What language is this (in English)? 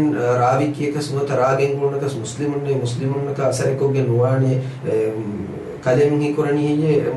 Divehi